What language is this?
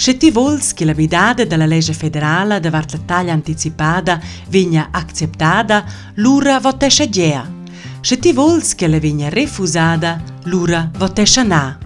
Romansh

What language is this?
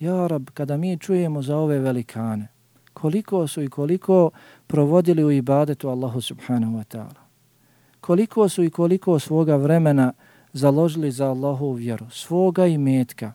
Bosnian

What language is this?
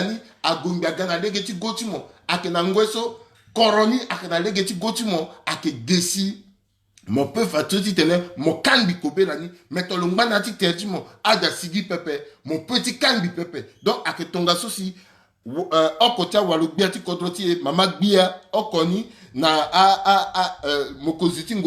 Sango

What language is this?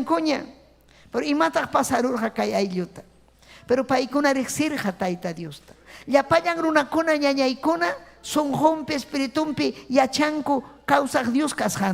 Ayacucho Quechua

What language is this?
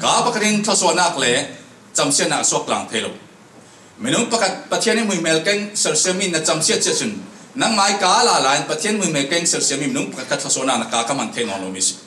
Falam Chin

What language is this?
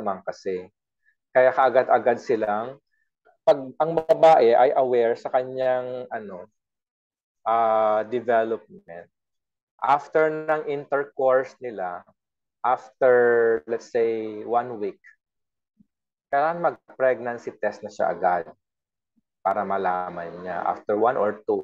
Filipino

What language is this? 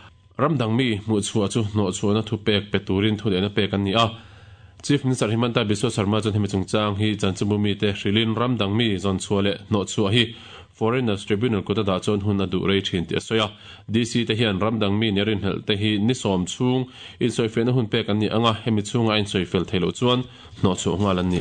Mizo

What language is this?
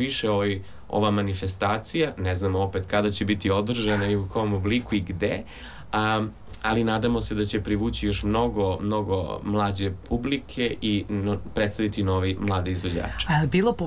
Serbian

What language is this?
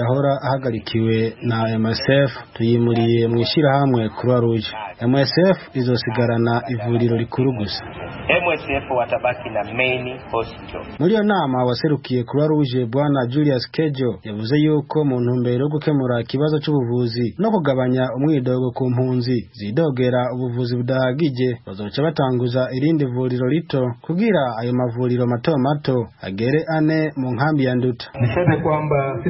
Rundi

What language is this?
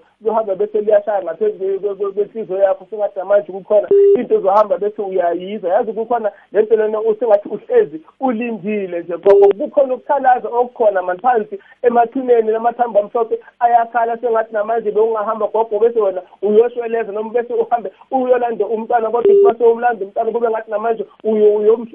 South Ndebele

